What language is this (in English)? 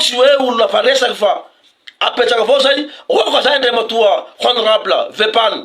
Malagasy